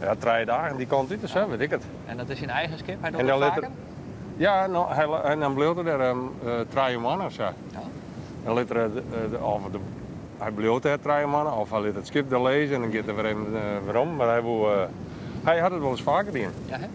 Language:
Western Frisian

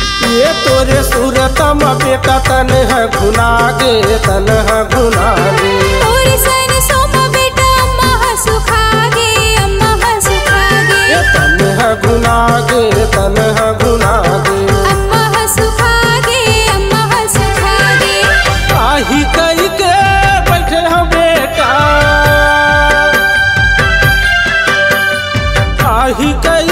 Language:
Chhattisgarhi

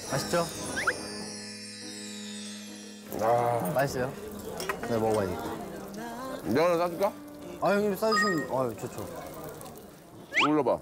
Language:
Korean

